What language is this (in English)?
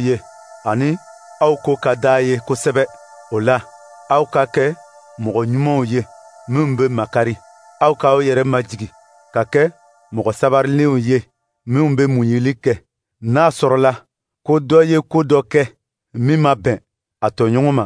Dyula